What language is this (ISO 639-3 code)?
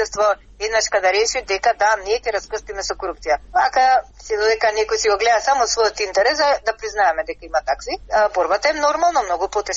mkd